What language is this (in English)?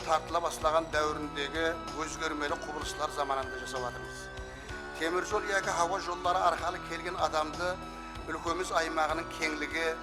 Kara-Kalpak